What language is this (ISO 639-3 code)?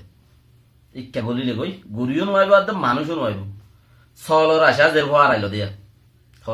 rhg